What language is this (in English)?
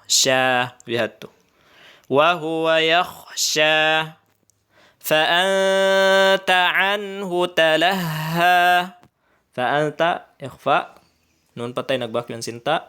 Tausug